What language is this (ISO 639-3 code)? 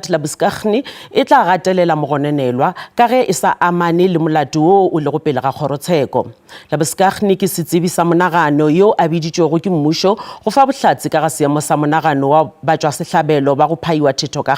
nso